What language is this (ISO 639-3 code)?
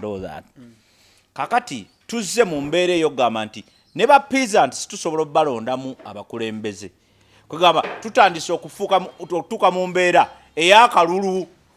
lug